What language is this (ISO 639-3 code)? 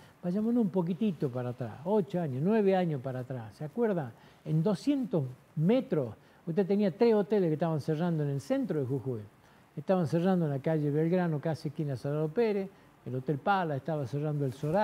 spa